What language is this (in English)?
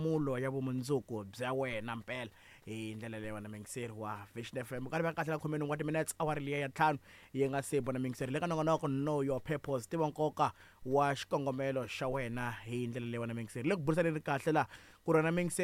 Tsonga